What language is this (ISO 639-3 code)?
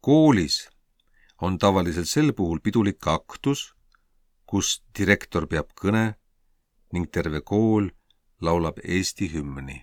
est